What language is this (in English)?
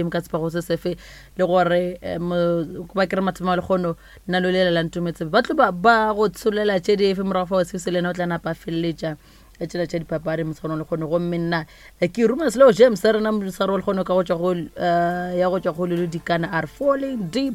Northern Sotho